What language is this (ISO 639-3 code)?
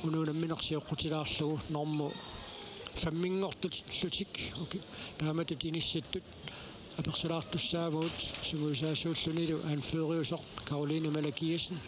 kal